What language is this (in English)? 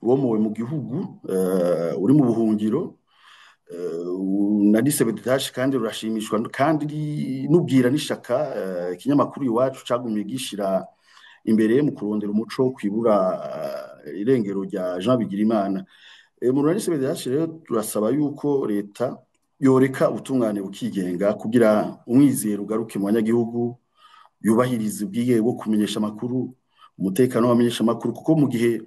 Rundi